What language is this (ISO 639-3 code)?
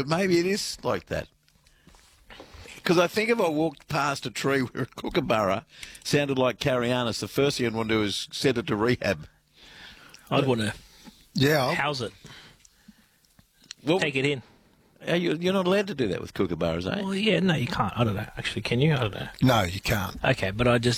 eng